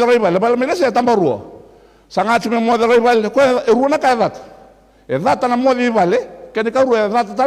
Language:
Fijian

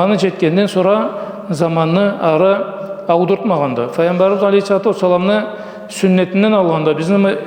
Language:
Karachay-Balkar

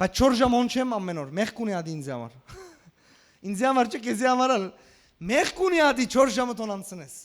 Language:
Western Armenian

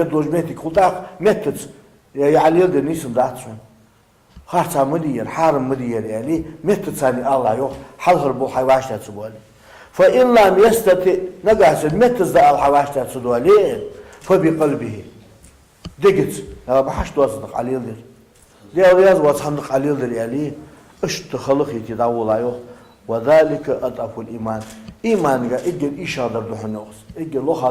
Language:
Ingush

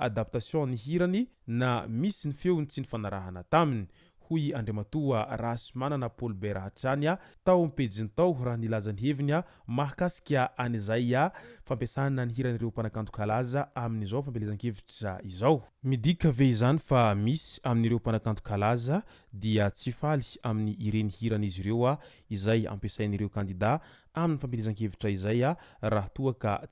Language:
Malagasy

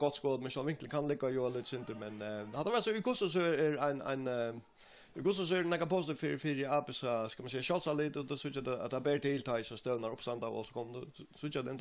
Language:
Faroese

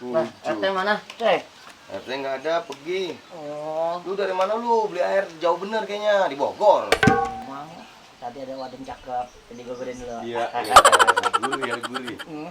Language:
Betawi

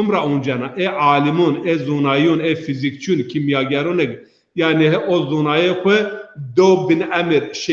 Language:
Zaza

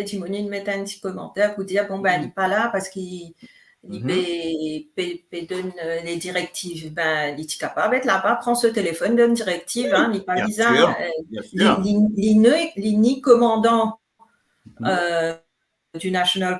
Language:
Morisyen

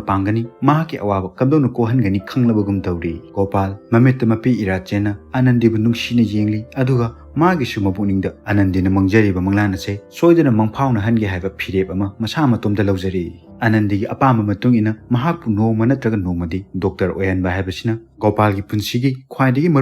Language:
Manipuri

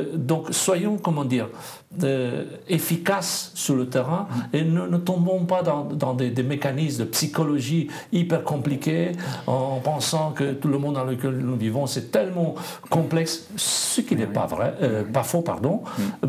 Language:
French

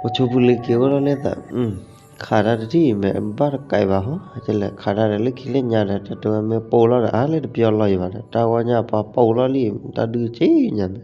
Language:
S'gaw Karen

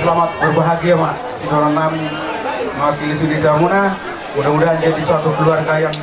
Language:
Batak Toba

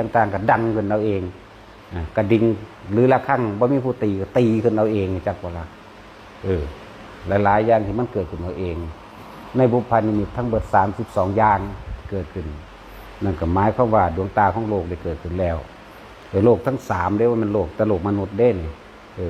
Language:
Northeastern Thai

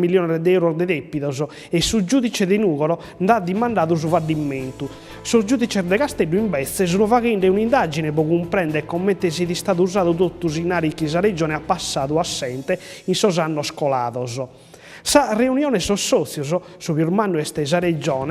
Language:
Sardinian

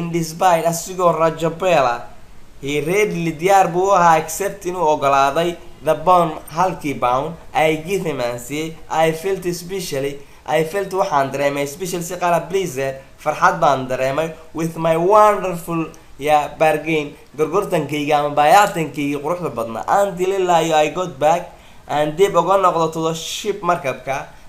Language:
Somali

